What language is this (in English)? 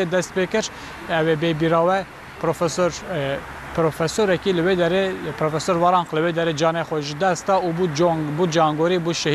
Kurdish